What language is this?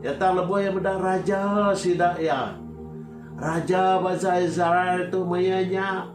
Iban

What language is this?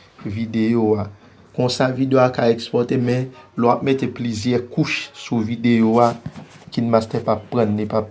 Haitian Creole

